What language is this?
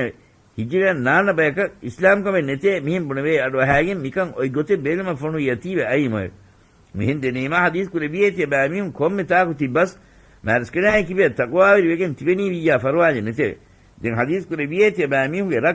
Divehi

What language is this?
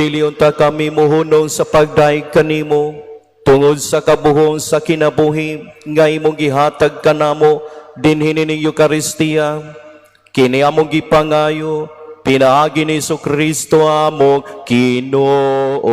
Cebuano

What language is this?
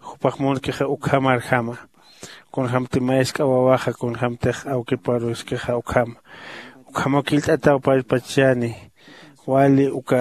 Aymara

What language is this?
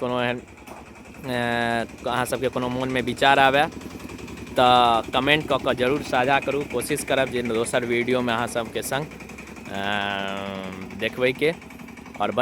Maithili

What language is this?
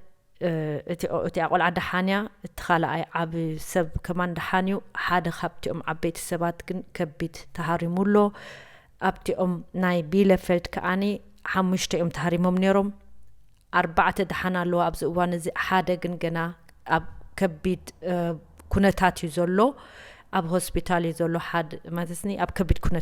Tigrinya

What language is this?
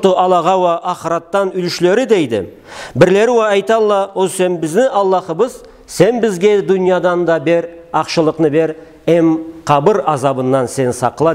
Karachay-Balkar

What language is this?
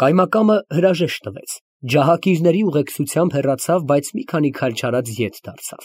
Armenian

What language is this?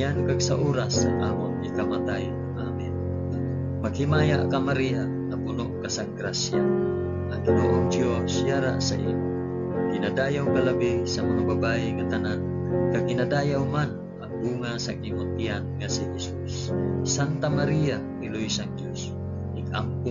Hiligaynon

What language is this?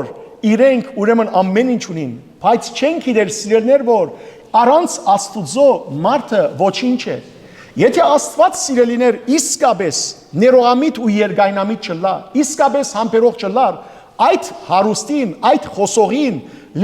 Western Armenian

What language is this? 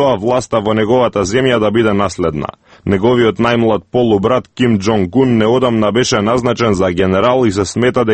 Macedonian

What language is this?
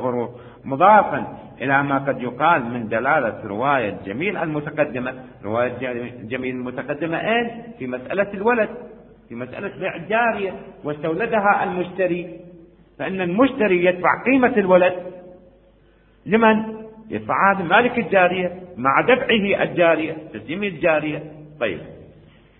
Arabic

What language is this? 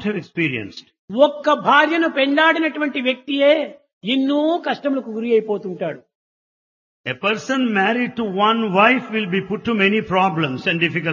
Telugu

